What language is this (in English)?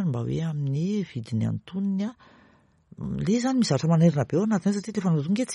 Malagasy